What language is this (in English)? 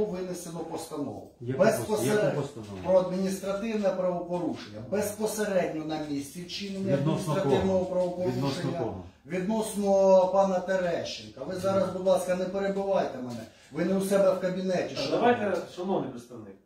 Ukrainian